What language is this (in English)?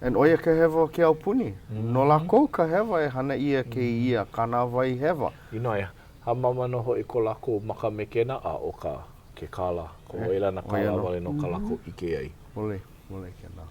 Hawaiian